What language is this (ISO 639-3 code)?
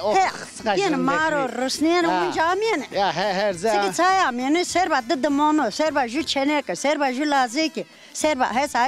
zza